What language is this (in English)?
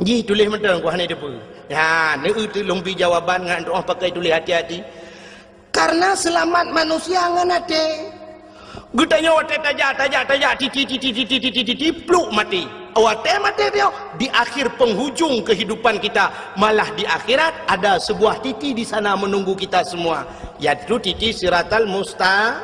Achinese